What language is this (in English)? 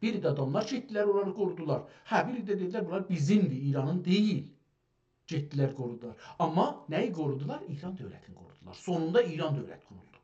South Azerbaijani